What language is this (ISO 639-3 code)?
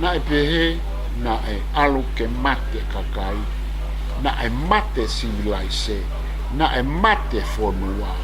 ton